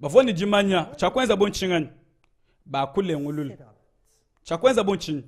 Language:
Luba-Lulua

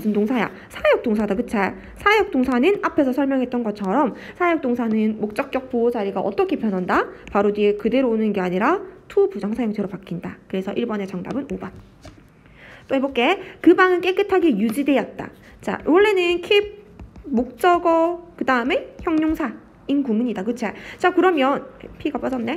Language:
Korean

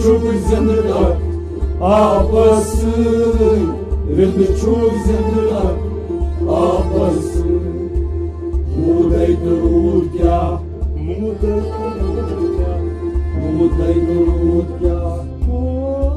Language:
Kashmiri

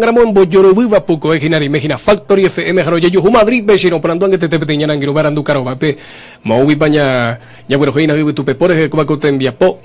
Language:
Guarani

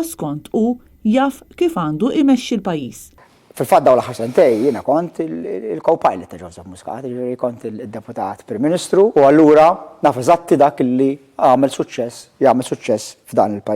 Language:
Maltese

